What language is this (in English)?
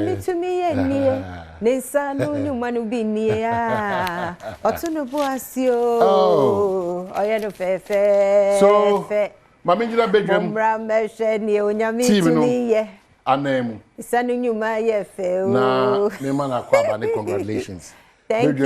Akan